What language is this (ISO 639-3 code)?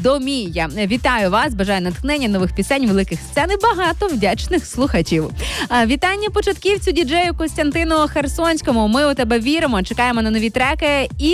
ukr